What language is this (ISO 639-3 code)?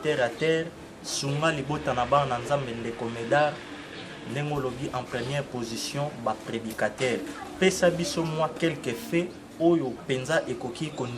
lin